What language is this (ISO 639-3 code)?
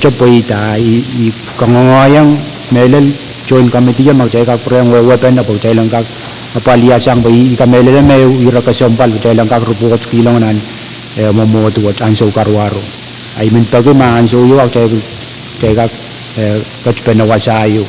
pon